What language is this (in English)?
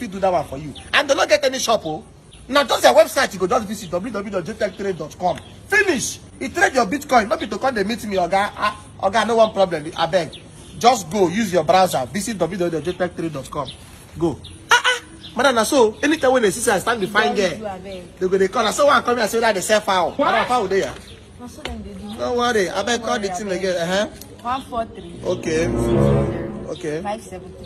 Nigerian Pidgin